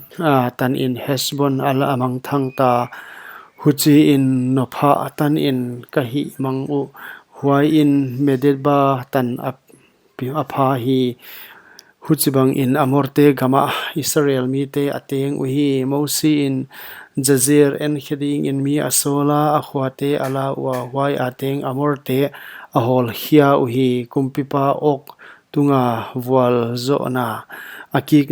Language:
Paite Chin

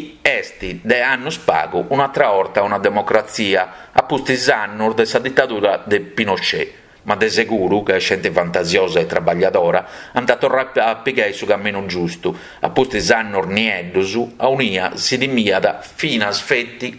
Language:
Sardinian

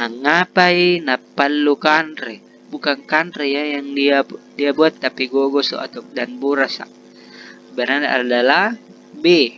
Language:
Makasar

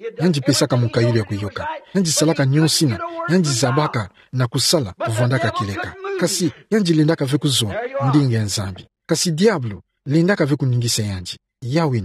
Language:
Kituba (Democratic Republic of Congo)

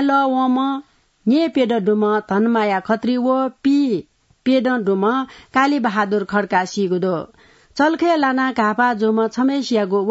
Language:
Newari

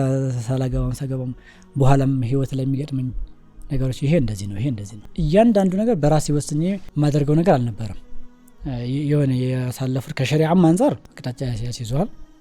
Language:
Amharic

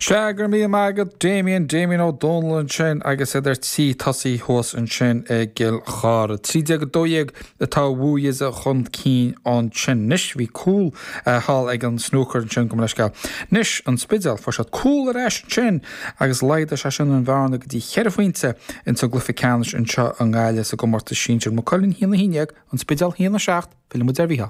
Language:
Irish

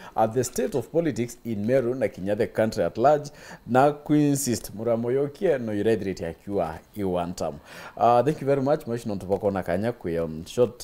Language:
Meru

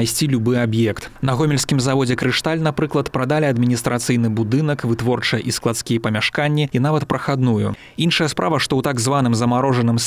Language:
Belarusian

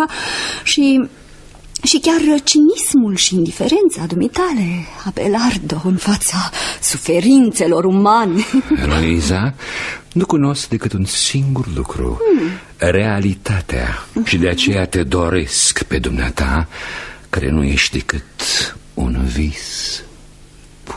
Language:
Romanian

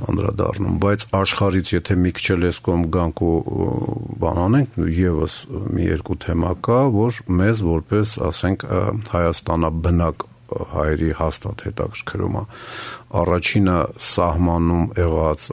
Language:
Armenian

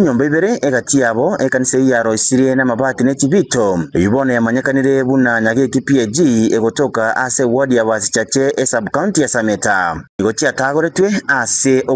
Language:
Gusii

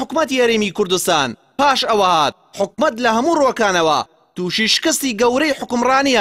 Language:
Central Kurdish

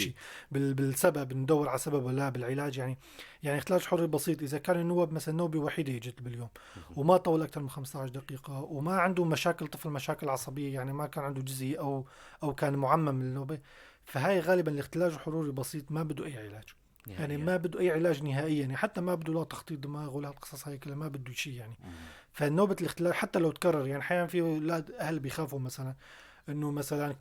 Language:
North Levantine Arabic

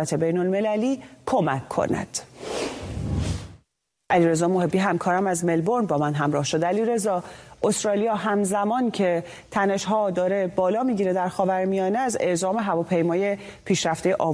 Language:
Persian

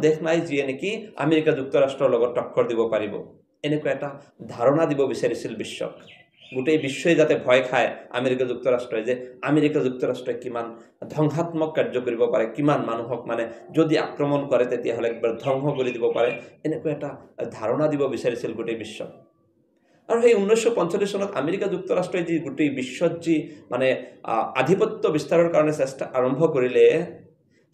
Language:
Assamese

